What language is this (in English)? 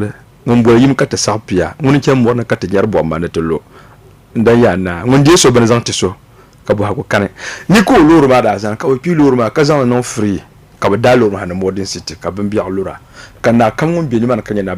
Dagbani